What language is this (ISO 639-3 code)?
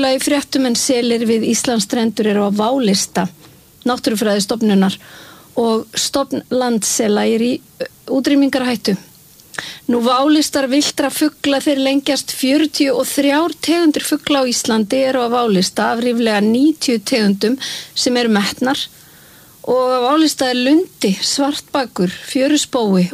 isl